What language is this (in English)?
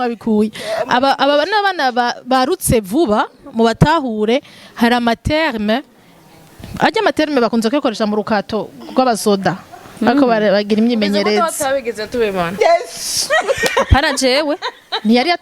Rundi